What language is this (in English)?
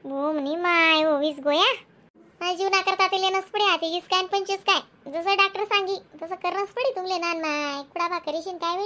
Khandesi